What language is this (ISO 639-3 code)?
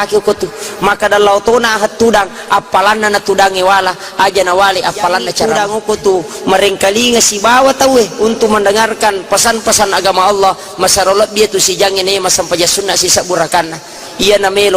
bug